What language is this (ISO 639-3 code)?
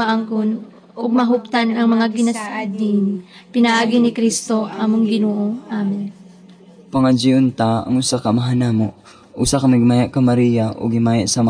ceb